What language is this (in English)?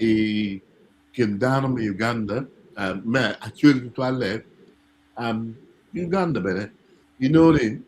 Acoli